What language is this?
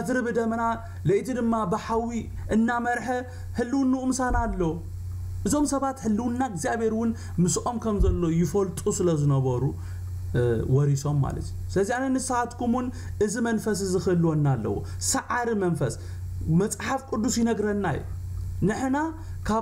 Tigrinya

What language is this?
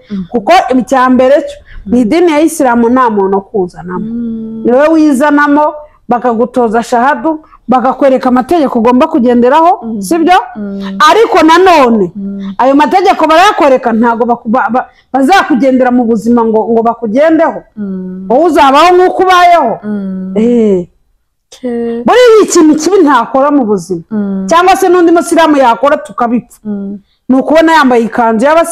Kinyarwanda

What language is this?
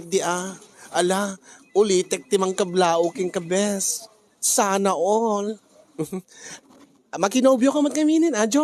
Iloko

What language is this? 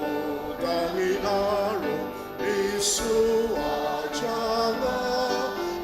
Ao Naga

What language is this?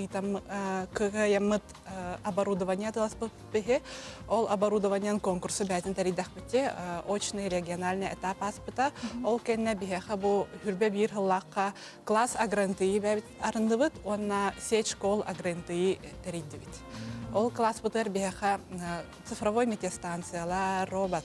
Yakut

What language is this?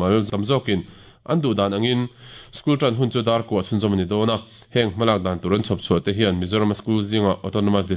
Mizo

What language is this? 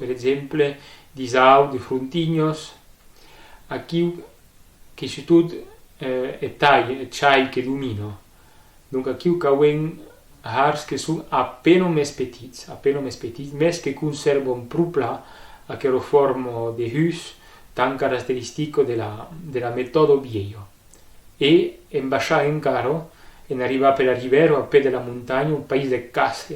Occitan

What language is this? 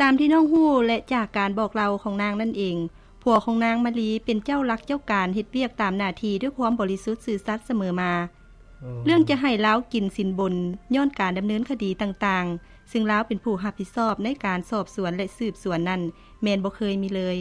Lao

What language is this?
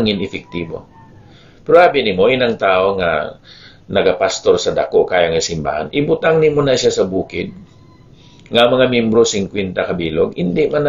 Hiligaynon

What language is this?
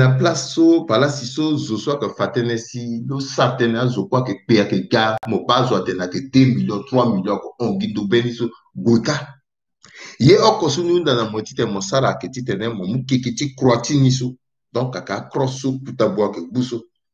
Sango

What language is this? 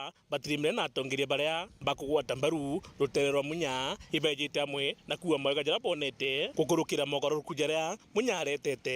Meru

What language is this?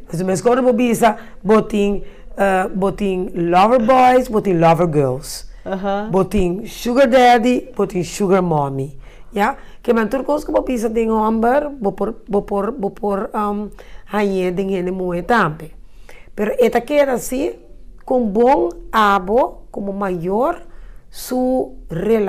Papiamento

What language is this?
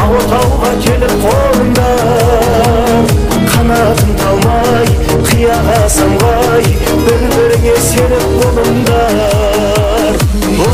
Kara-Kalpak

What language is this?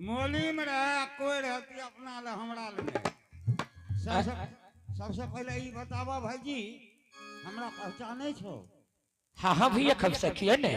Angika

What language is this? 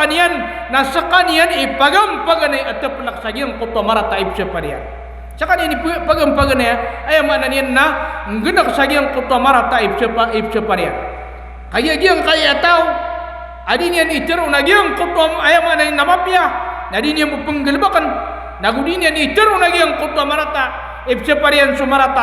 Maranao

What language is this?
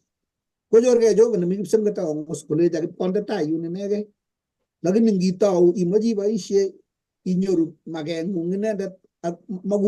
Kalenjin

